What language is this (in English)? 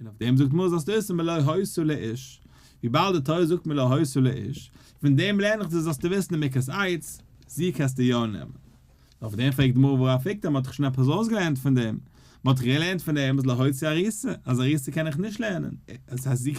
Yiddish